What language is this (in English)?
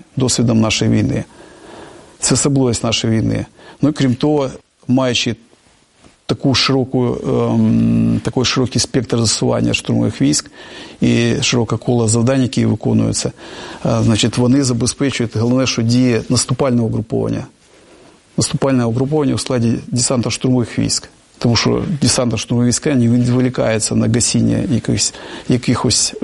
Ukrainian